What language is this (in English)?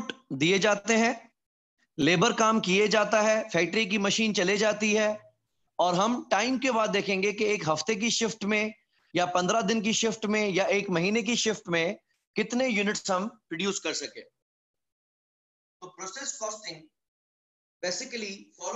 Hindi